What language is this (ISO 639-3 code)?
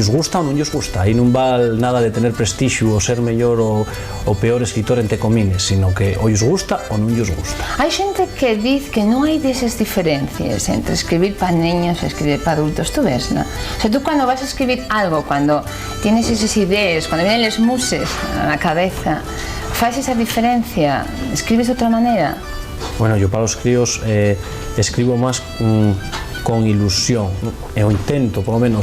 ast